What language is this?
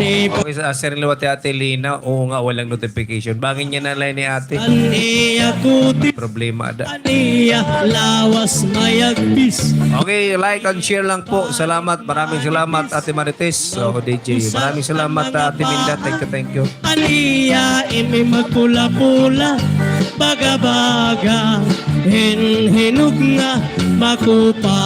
Waray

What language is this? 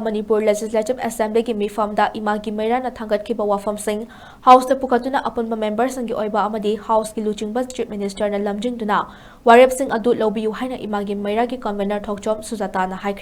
Manipuri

